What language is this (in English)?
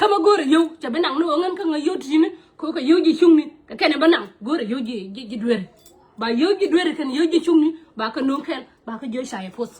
Nuer